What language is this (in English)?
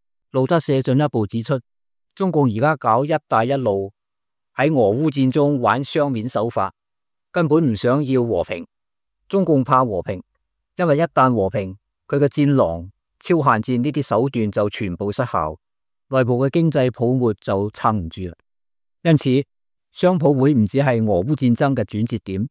Cantonese